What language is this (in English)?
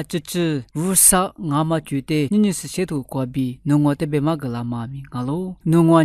Lisu